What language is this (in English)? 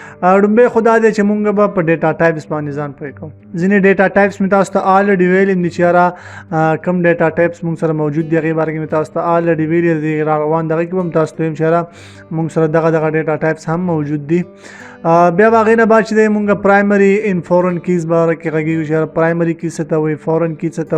Pashto